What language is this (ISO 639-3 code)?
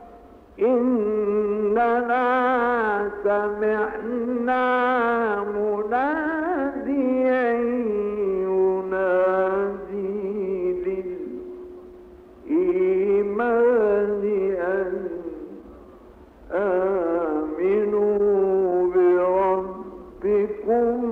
ara